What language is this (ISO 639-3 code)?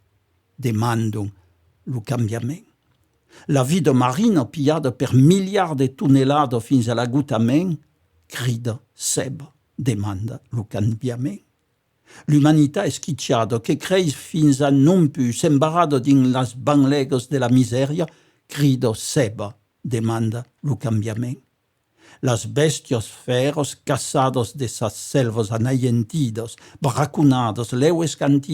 oci